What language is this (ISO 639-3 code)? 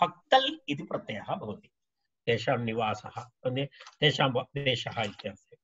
san